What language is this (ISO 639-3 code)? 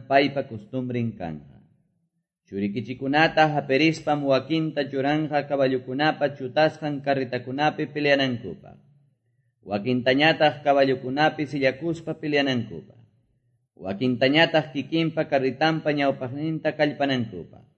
que